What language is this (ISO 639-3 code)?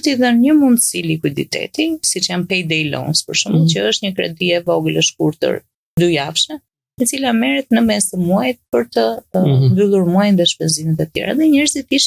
sqi